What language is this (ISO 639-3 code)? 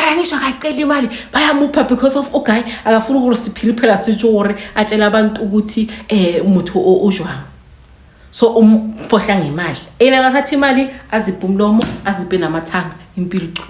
zul